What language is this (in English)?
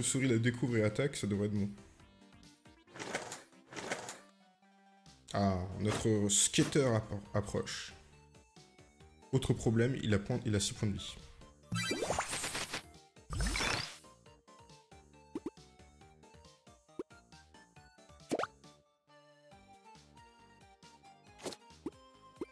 French